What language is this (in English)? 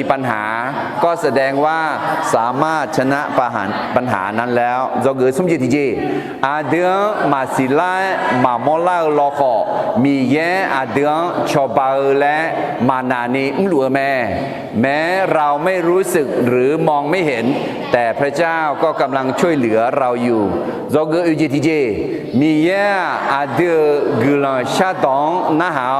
Akha